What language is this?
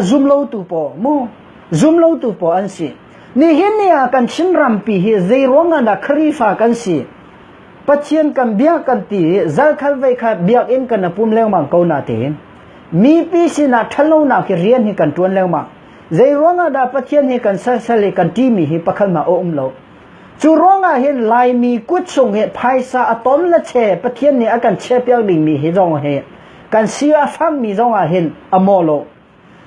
Hakha Chin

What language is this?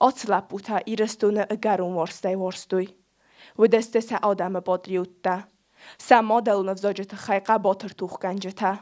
Ossetic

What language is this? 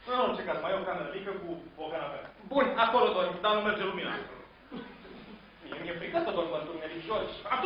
Romanian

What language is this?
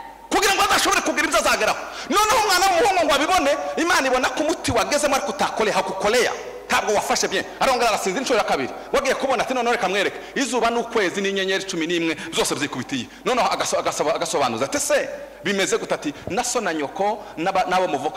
Kinyarwanda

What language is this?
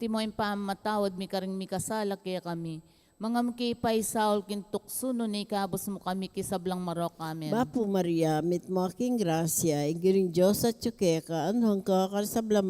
Pampanga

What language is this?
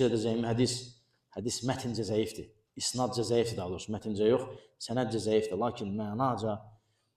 Azerbaijani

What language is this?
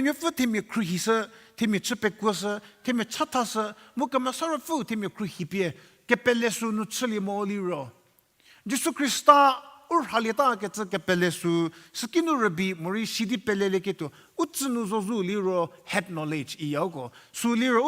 Angami Naga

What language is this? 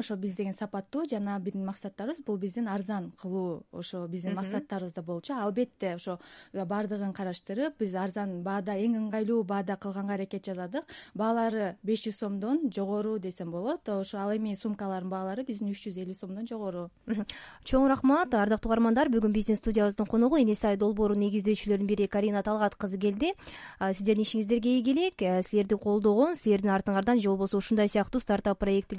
Kyrgyz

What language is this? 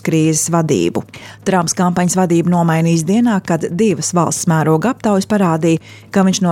Latvian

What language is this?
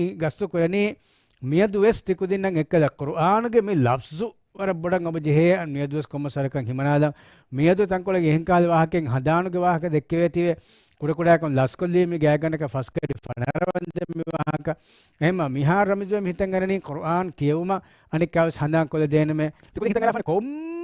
Divehi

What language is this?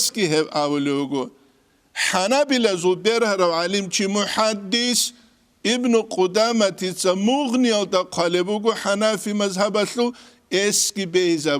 Avaric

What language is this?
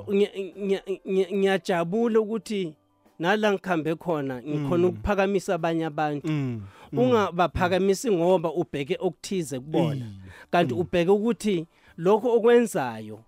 South Ndebele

